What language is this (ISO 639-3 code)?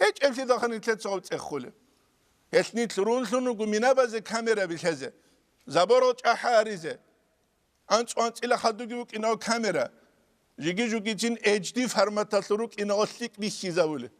ava